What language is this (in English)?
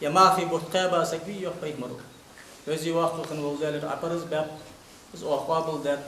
Ingush